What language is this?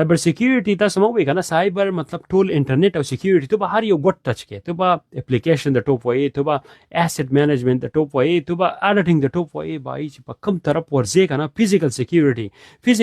Pashto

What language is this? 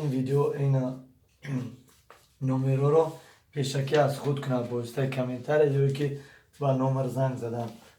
Tajik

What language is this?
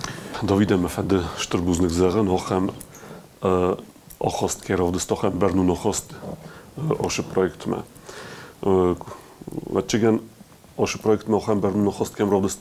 Ossetic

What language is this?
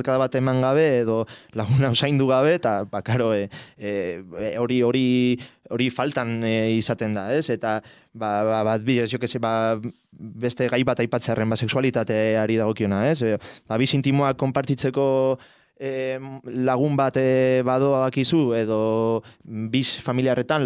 Basque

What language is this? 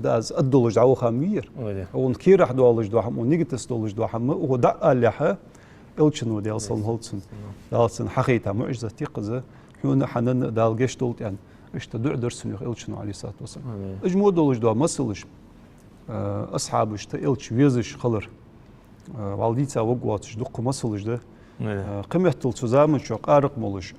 Ingush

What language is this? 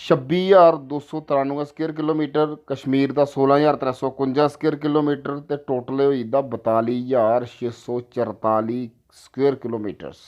Dogri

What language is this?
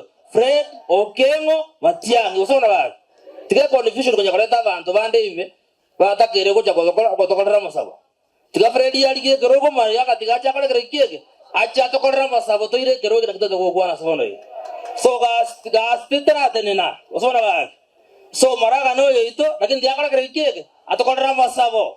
Gusii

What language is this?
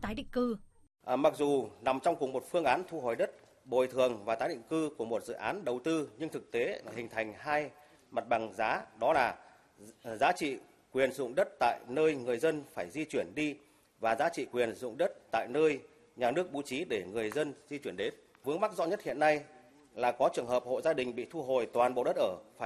Vietnamese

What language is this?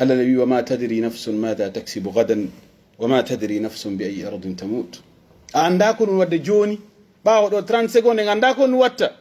Pular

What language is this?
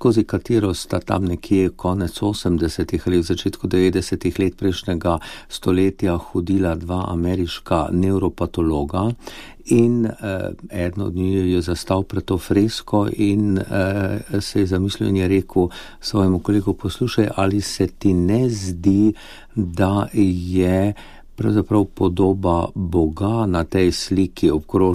Slovenian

